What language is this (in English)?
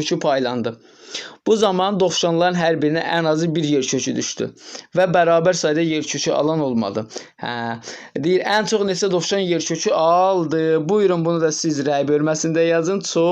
Azerbaijani